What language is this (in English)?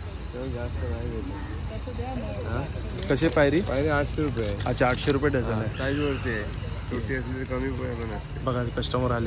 Marathi